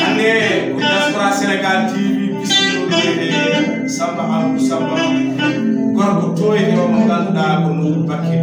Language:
Fula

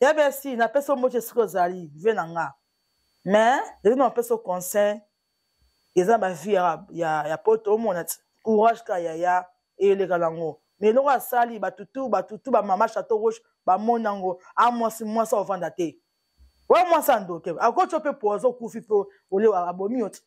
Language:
Lingala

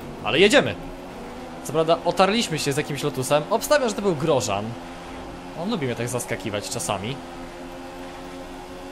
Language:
Polish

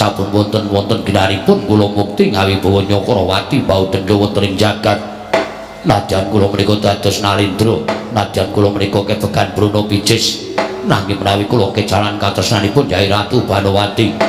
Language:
Javanese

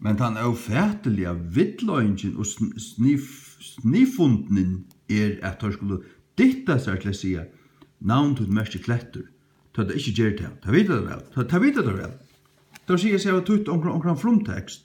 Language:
Faroese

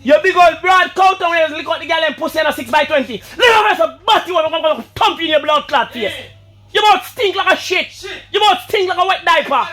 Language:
Jamaican Creole English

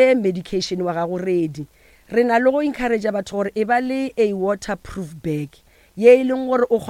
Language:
Northern Sotho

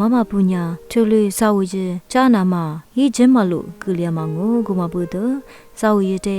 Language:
Lisu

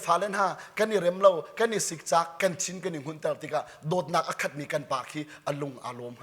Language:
Hakha Chin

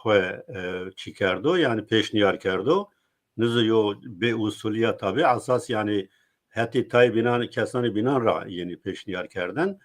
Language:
Zaza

